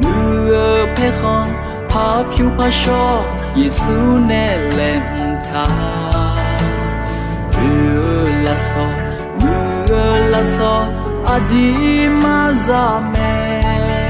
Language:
Akha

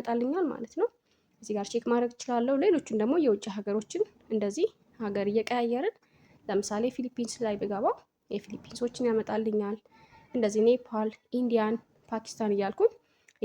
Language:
Amharic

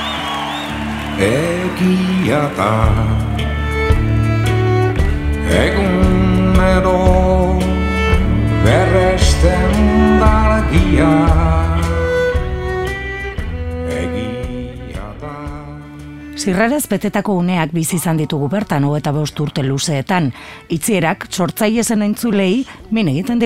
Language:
Basque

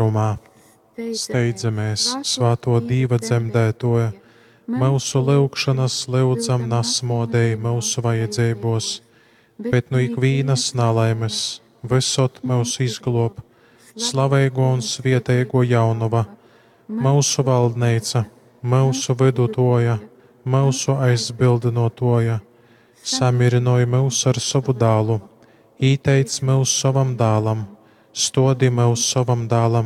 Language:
Latgalian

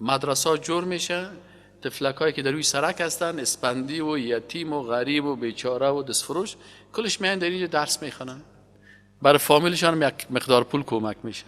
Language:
Persian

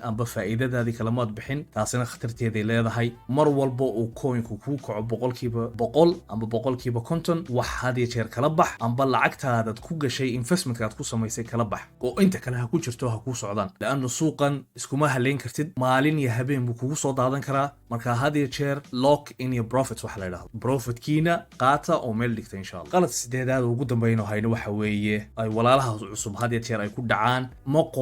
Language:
Somali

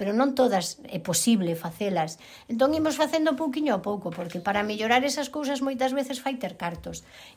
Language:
Galician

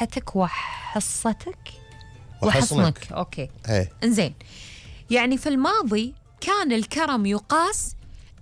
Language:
Gulf Arabic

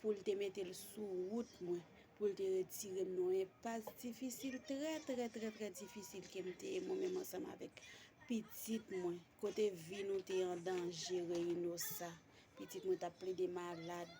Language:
Haitian Creole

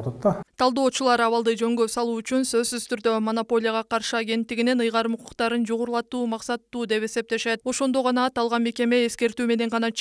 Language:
Kyrgyz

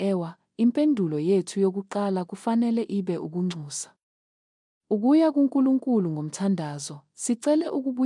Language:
Zulu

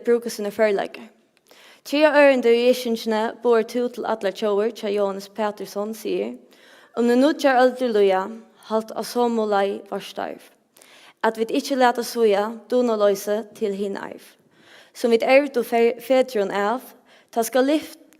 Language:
Faroese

